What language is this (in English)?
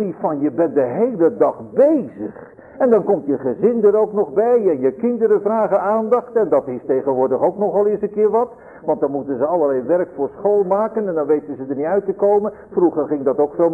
Dutch